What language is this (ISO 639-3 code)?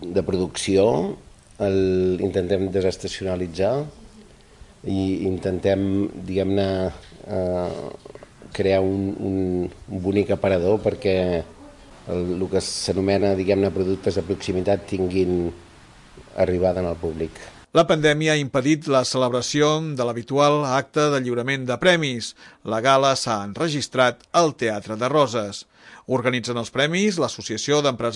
cat